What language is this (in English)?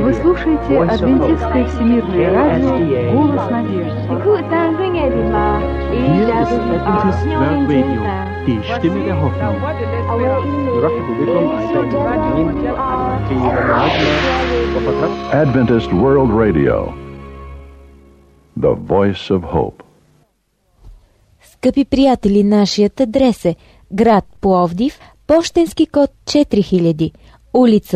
Bulgarian